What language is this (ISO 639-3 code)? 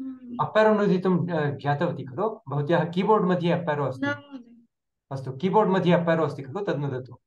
san